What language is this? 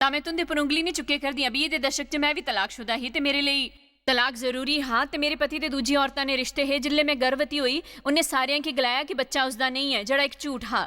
Dogri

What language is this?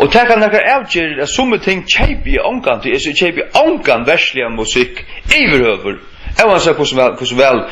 Faroese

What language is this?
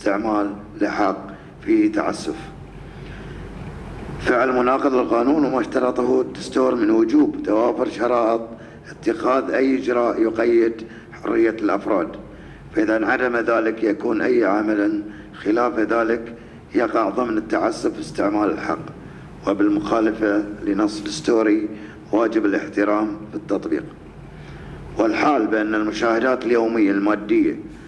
Arabic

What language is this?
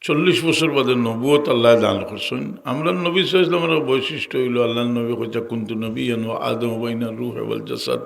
Sylheti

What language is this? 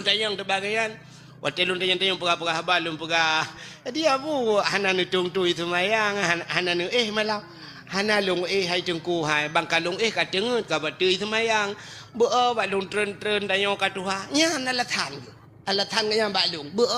Achinese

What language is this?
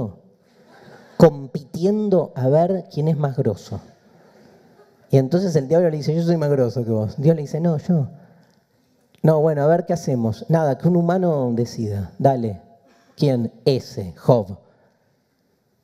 Spanish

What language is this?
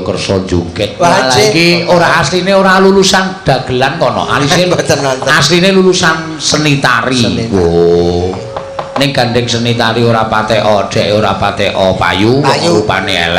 Javanese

